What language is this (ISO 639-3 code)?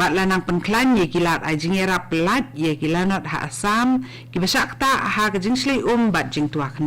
kha